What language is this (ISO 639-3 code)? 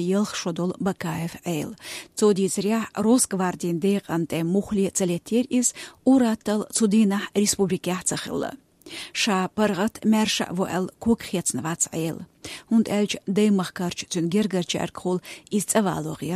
che